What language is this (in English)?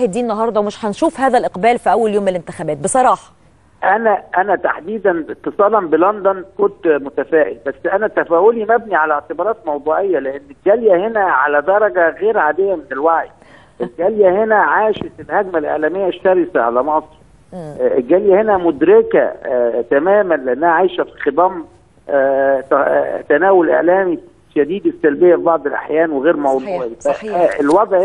Egyptian Arabic